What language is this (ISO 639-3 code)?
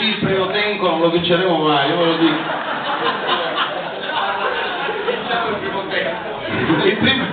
ita